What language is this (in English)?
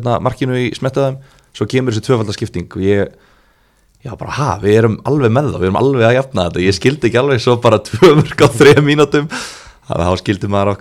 Icelandic